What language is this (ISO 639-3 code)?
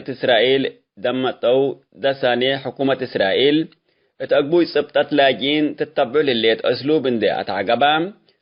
tig